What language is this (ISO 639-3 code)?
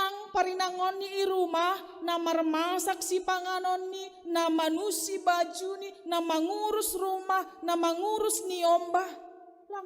bts